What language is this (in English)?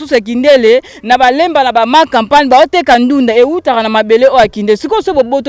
Lingala